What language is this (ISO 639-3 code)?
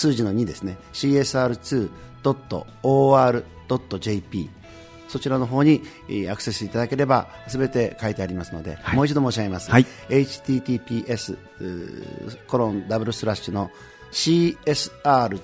jpn